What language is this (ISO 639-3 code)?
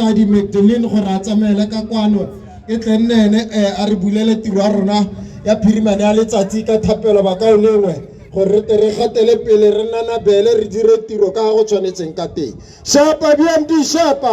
tsn